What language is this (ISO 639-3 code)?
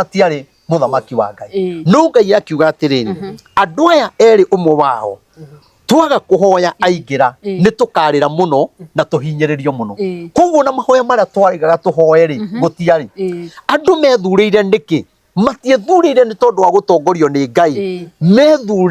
kik